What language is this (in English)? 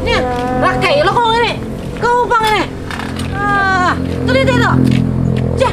Banjar